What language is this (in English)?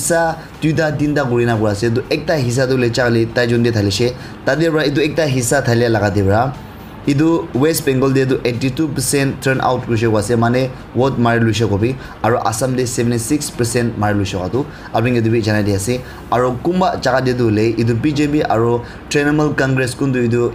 Naga Pidgin